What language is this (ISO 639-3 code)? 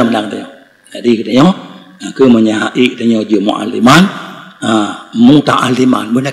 ace